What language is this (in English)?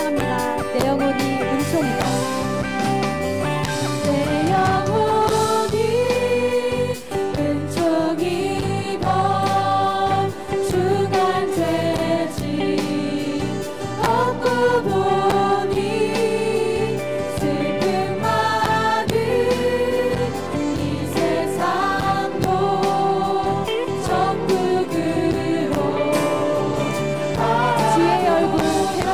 Korean